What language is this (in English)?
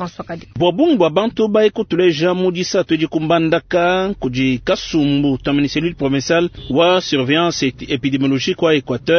Luba-Lulua